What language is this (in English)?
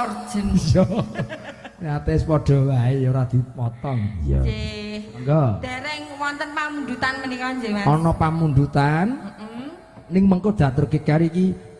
Javanese